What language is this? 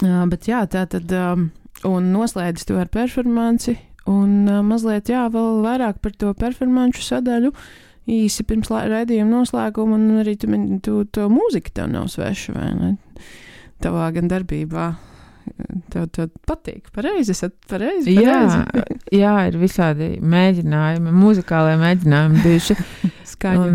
Latvian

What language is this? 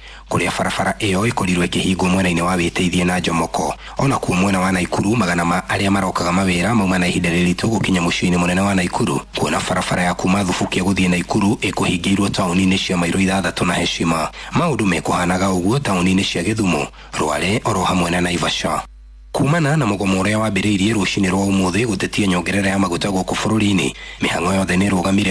Kikuyu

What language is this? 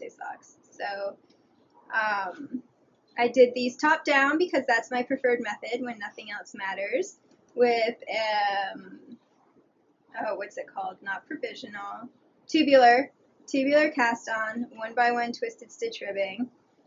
English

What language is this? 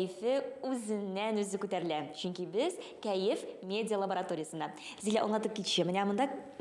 Tatar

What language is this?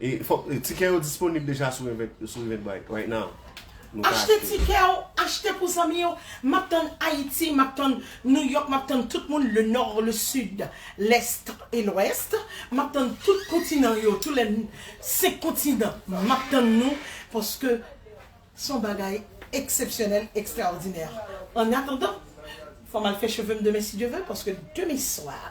Haitian Creole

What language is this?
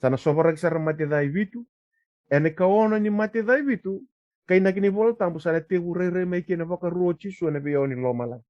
Fijian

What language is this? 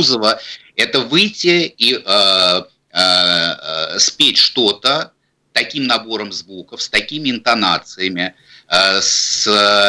Russian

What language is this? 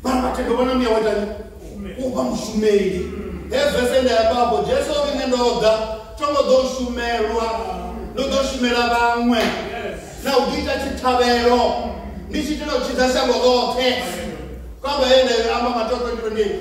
Venda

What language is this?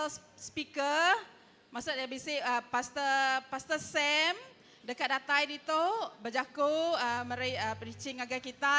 Iban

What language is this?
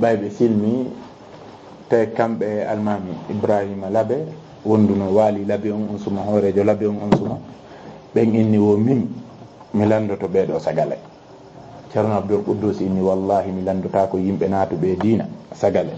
Fula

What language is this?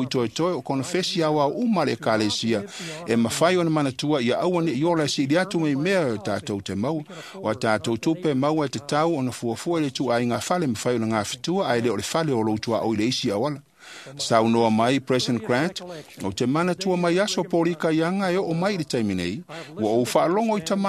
Samoan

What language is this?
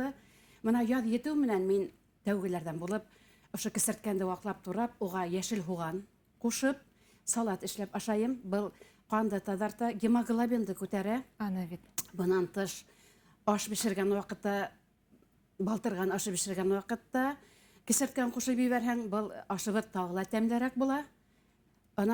Bashkir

